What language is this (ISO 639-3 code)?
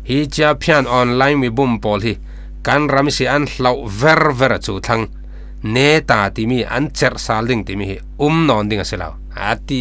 cfm